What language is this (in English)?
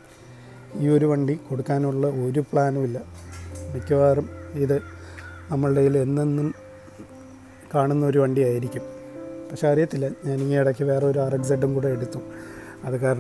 Malayalam